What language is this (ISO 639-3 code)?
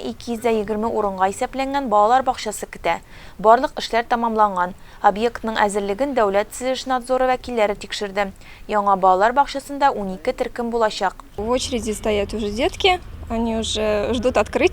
tat